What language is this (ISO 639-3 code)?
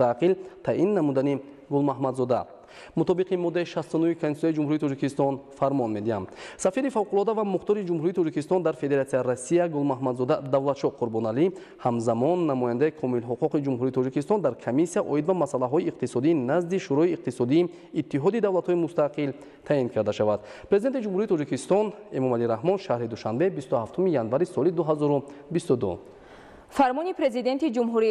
tgk